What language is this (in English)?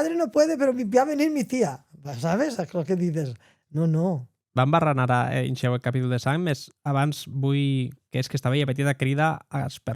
Occitan